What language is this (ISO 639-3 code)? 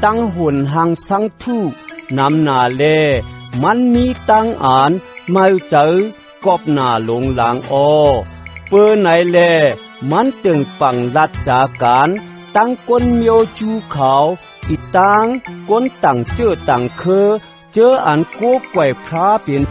shn